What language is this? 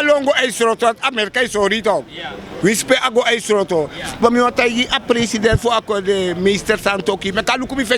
Sranan Tongo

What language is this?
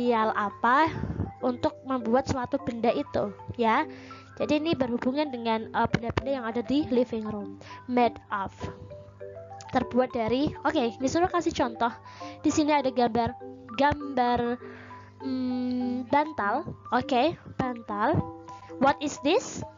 Indonesian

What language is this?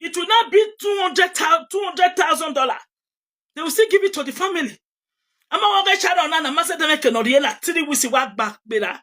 Nigerian Pidgin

